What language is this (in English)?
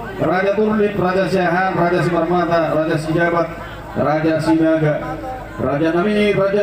Batak Toba